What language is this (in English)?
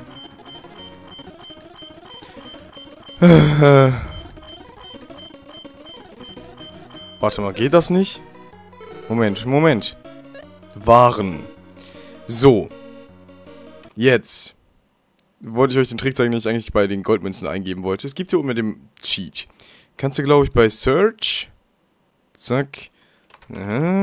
German